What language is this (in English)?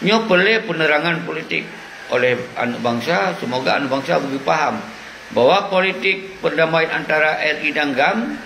Achinese